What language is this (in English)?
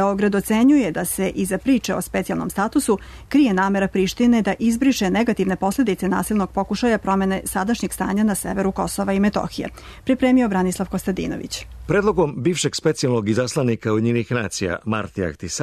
Serbian